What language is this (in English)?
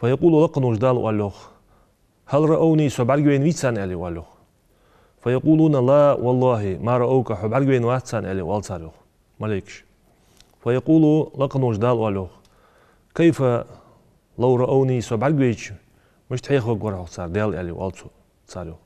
Ingush